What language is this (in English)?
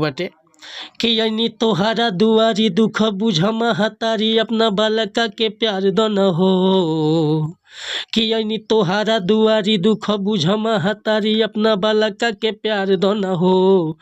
Bhojpuri